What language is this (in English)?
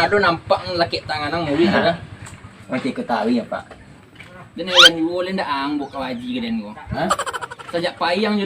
Minangkabau